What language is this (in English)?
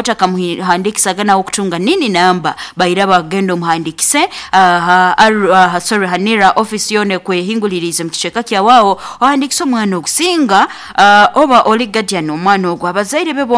Nyankole